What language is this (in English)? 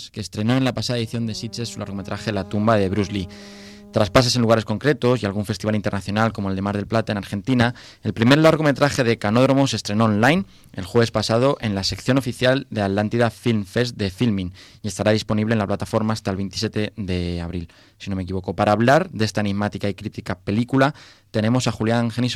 Spanish